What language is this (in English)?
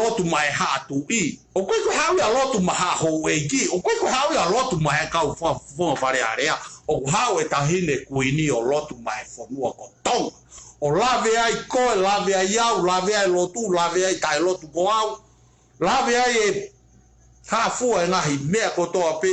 Tongan